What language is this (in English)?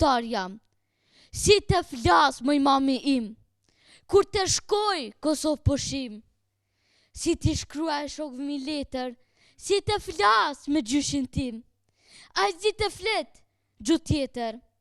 Albanian